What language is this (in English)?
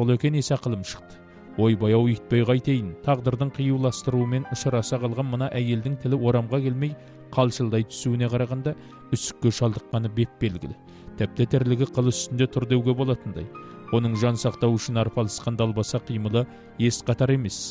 Kazakh